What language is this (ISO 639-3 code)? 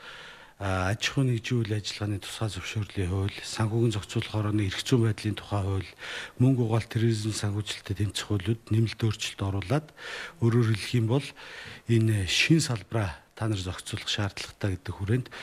mon